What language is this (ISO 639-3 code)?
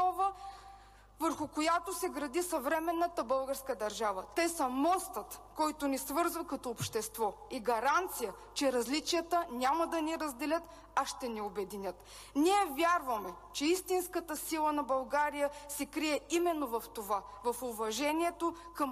bul